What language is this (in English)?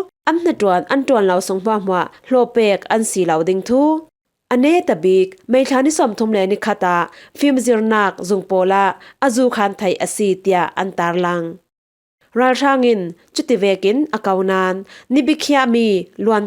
Falam Chin